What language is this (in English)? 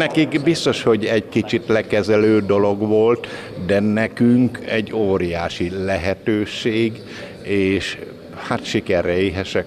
Hungarian